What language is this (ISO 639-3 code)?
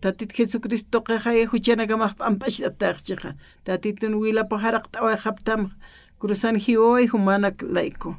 aym